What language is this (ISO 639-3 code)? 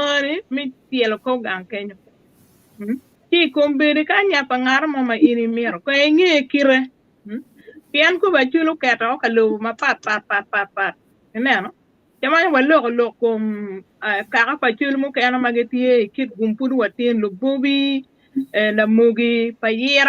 ach